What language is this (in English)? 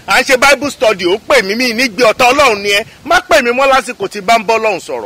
Yoruba